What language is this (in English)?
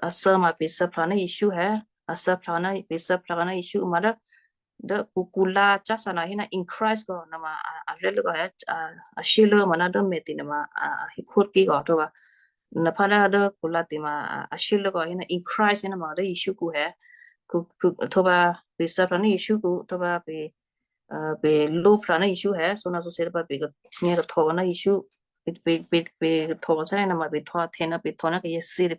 Western Kayah